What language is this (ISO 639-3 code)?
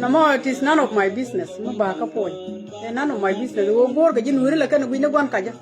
nus